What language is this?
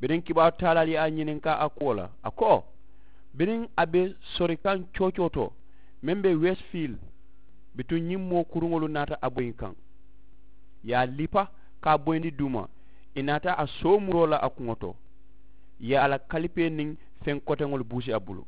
Mandingo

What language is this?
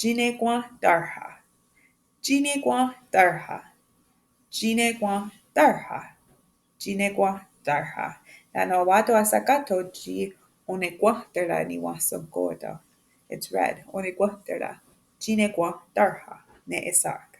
Mohawk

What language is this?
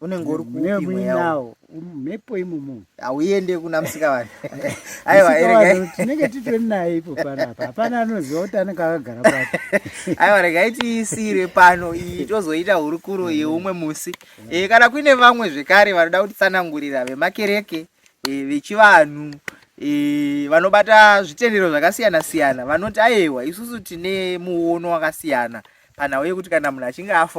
Shona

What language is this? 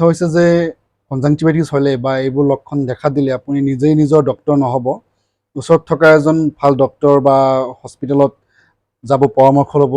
Assamese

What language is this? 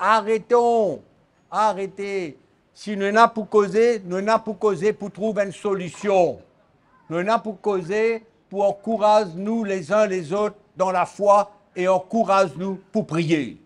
Morisyen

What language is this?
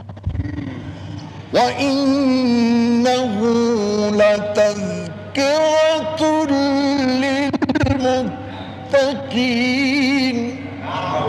Arabic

